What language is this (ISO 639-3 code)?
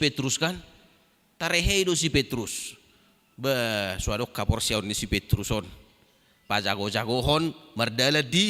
bbc